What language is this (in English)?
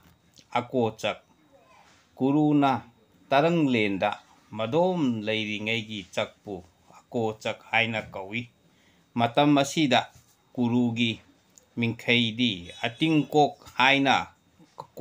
Manipuri